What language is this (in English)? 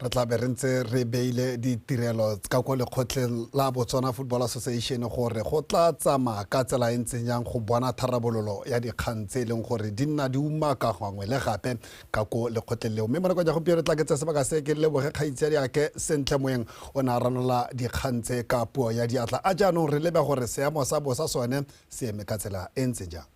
Tswana